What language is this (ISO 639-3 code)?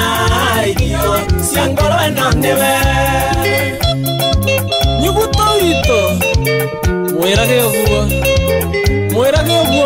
kik